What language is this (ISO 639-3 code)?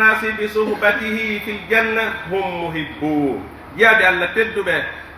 fuf